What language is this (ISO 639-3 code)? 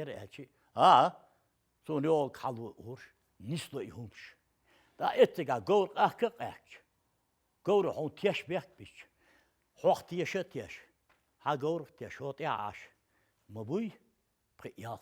che